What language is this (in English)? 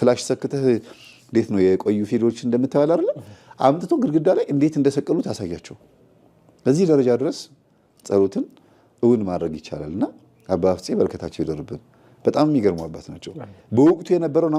Amharic